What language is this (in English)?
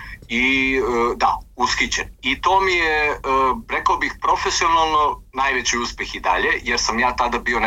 Serbian